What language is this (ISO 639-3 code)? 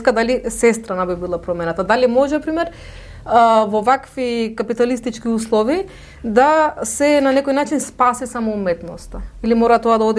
mkd